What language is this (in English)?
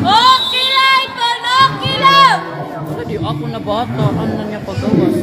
Waray